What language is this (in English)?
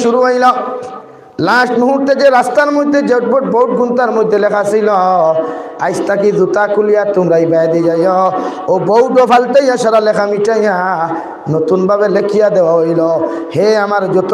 Sylheti